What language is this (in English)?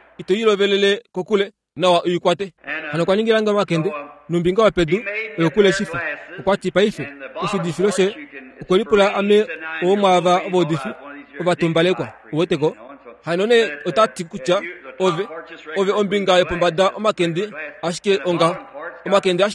Kuanyama